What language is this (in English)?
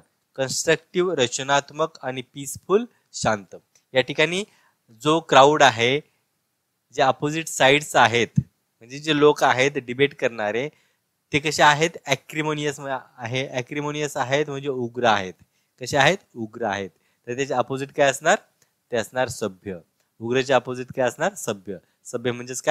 Marathi